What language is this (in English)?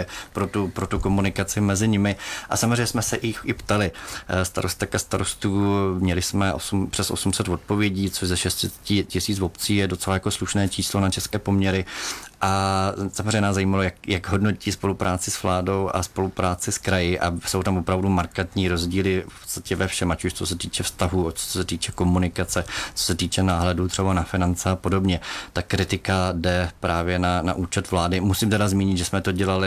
Czech